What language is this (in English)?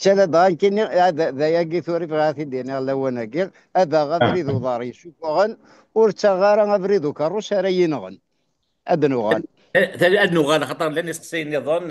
Kabyle